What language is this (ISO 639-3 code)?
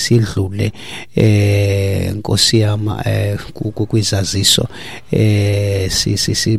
xho